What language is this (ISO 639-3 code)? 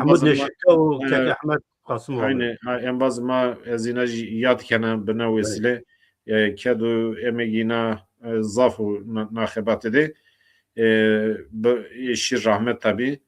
zza